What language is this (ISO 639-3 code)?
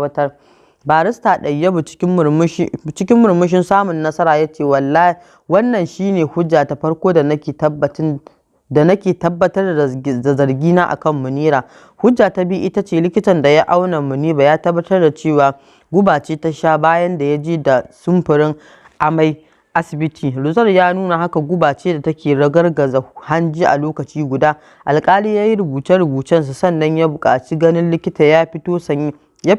hau